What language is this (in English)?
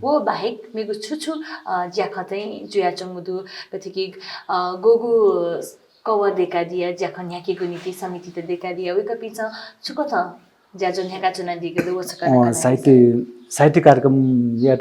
Newari